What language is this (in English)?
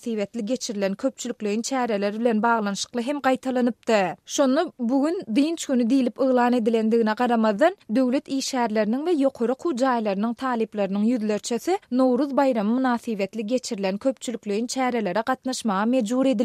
Turkmen